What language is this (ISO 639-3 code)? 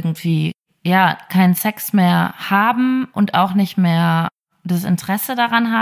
deu